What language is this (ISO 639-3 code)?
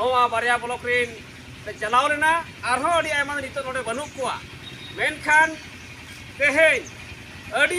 sat